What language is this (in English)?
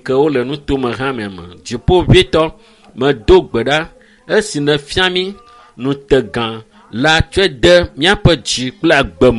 Ewe